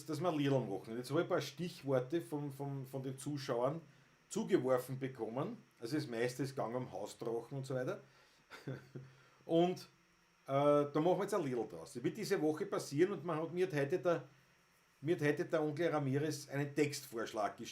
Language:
Bavarian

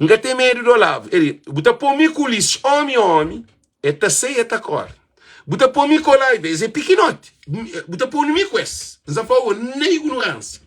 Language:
Kabuverdianu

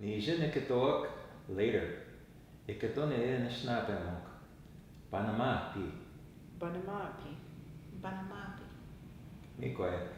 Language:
Ojibwa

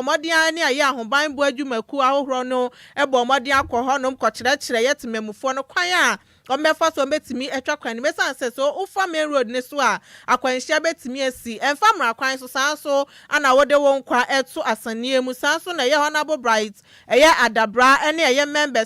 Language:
Akan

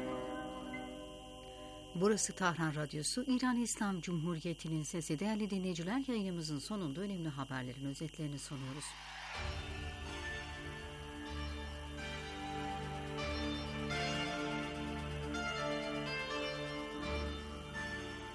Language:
Turkish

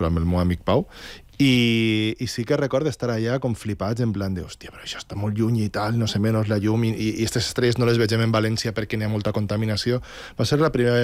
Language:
Catalan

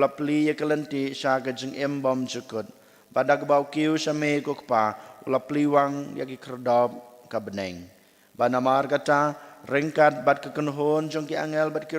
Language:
Khasi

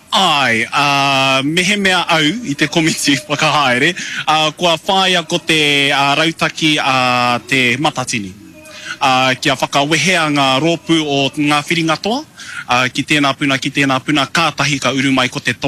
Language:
Māori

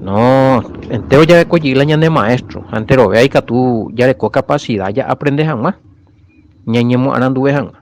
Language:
Guarani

